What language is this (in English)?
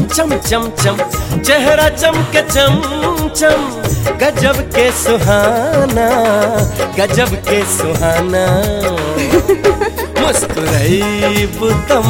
Bhojpuri